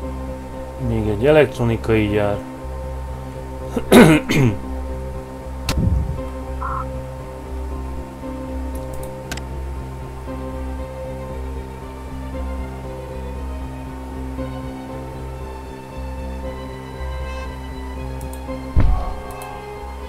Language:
Hungarian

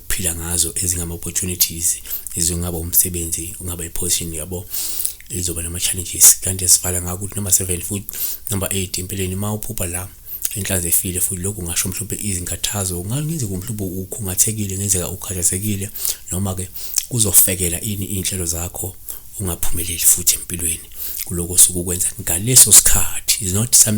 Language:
Zulu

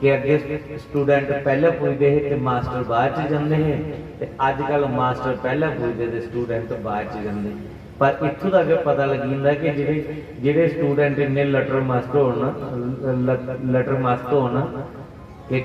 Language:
Dogri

